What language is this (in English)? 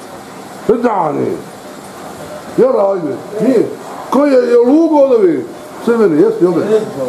Bosnian